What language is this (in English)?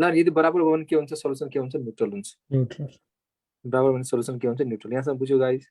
Nepali